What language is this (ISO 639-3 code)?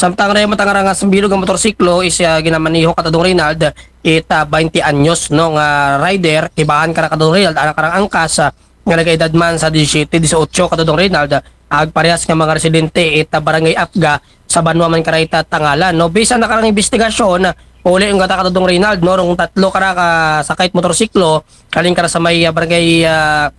akl